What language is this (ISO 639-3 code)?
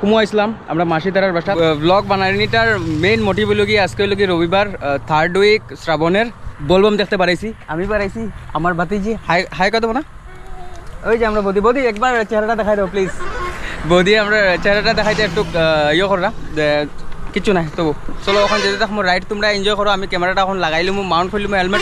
syl